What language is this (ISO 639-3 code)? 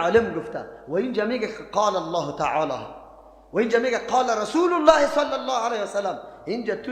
fas